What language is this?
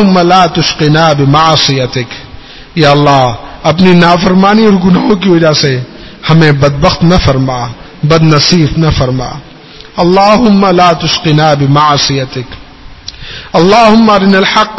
Urdu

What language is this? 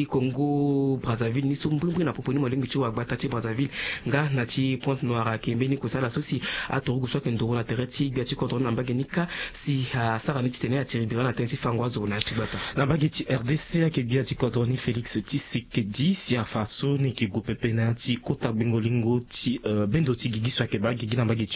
Sango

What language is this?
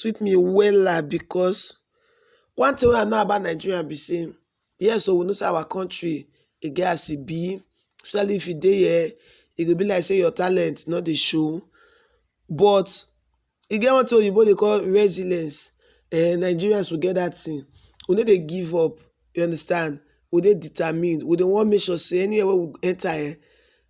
Nigerian Pidgin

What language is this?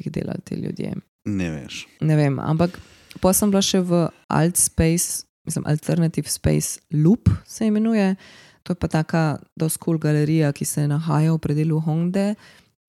Slovenian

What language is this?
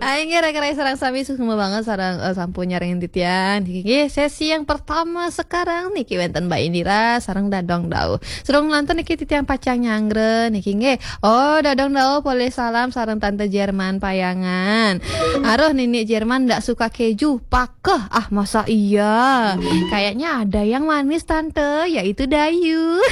Balinese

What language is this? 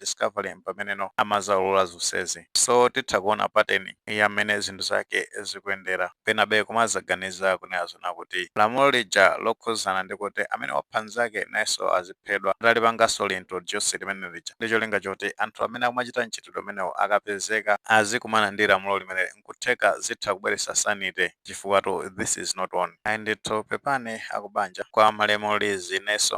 Nyanja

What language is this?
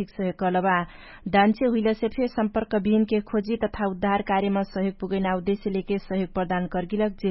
Dangaura Tharu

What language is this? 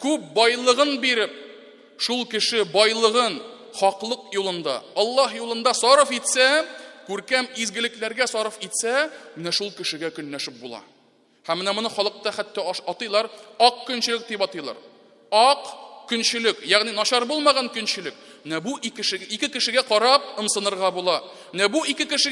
Tatar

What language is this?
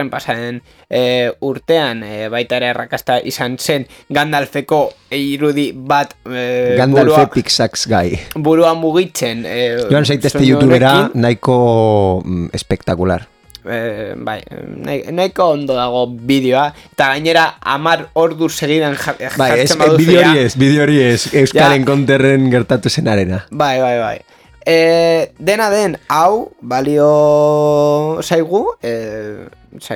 Basque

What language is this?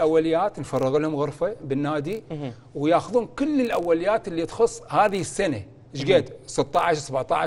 Mesopotamian Arabic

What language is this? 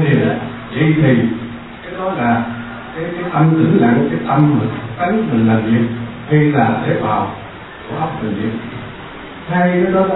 Vietnamese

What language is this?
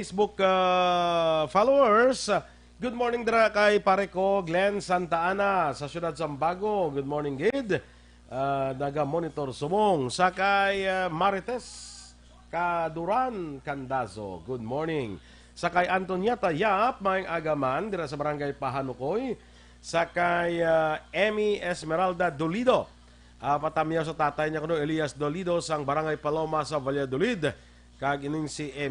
Hiligaynon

